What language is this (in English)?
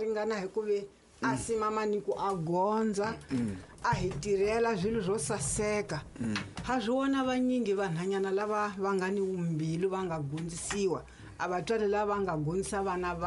Tsonga